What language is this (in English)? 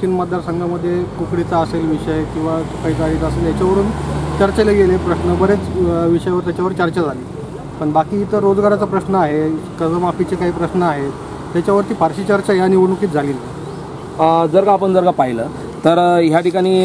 Marathi